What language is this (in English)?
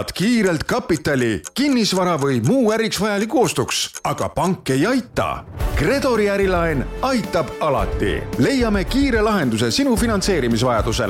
Estonian